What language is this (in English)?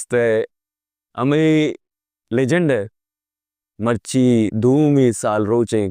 Baluchi